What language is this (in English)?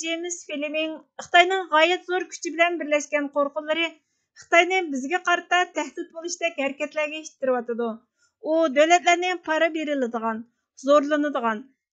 Uyghur